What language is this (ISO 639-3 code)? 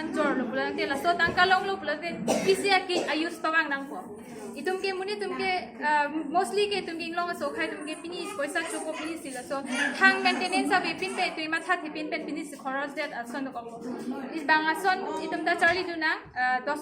mjw